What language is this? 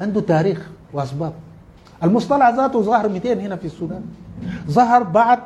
Sudanese Arabic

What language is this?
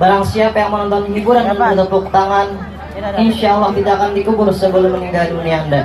Banjar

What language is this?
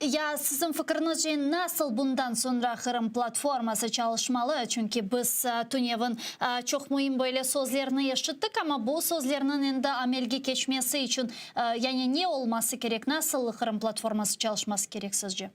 Crimean Tatar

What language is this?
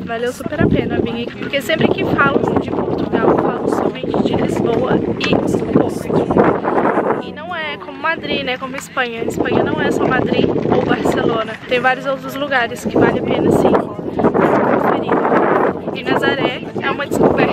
Portuguese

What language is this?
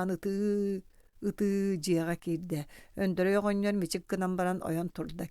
Yakut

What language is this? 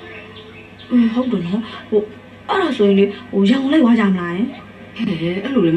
Burmese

